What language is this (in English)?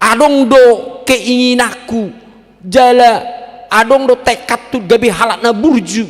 Batak Toba